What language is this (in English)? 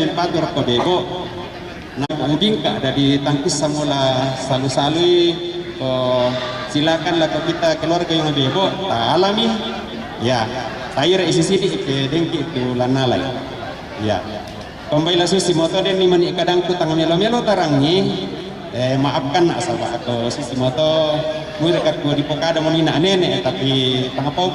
Toraja-Sa'dan